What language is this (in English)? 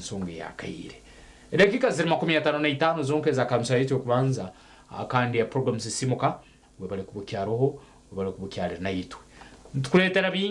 Nyankole